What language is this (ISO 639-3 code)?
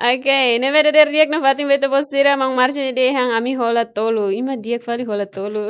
tet